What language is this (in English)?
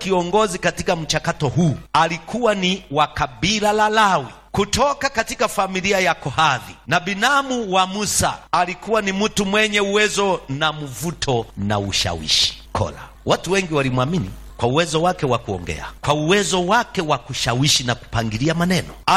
Swahili